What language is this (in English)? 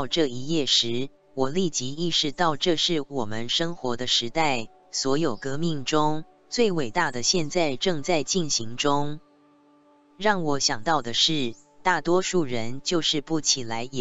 Chinese